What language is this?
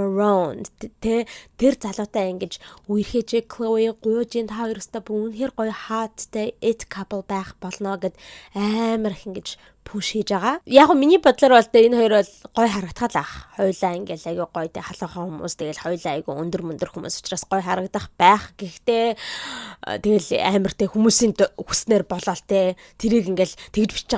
Mongolian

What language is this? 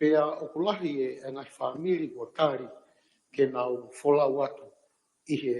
Tongan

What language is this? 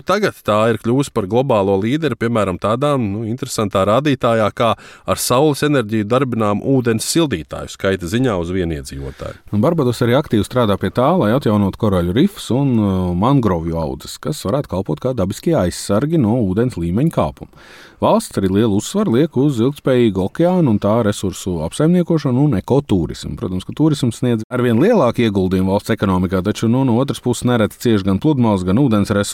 Latvian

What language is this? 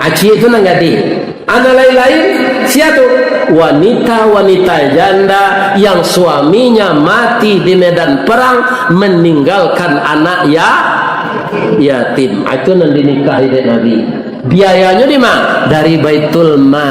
Minangkabau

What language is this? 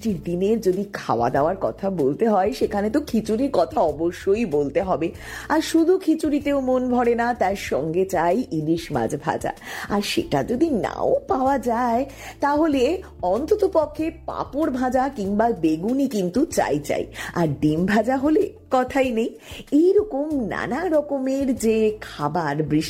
Bangla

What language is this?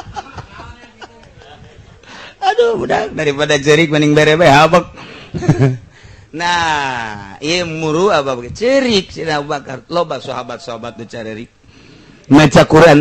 Sundanese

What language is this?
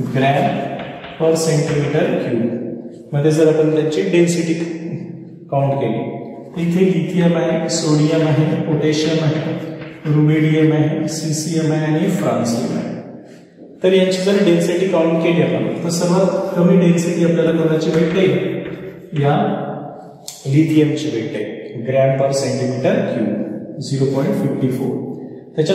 Marathi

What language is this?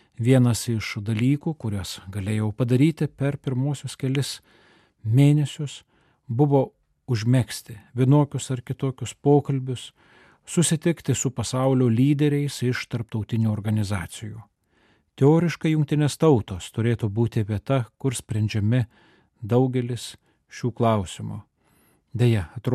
Lithuanian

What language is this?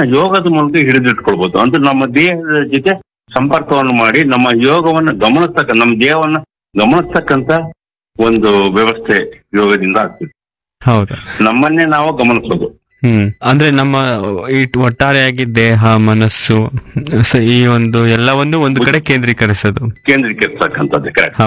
Kannada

